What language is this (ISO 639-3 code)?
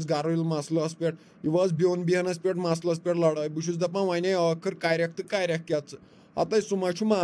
kas